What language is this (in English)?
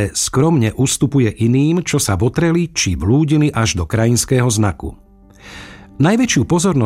Slovak